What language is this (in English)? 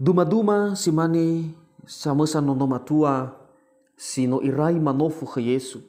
Nias